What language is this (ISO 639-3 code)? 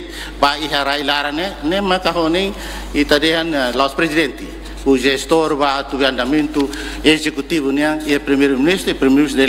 tet